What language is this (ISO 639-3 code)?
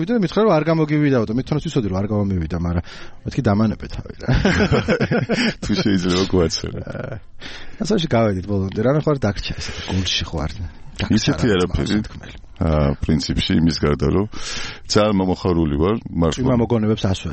kat